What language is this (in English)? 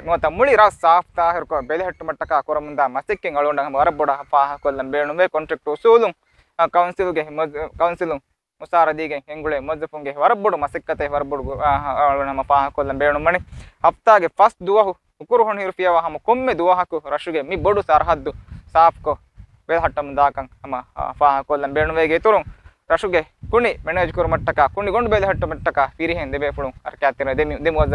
Divehi